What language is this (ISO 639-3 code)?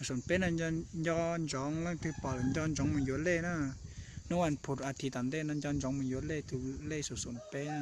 hmn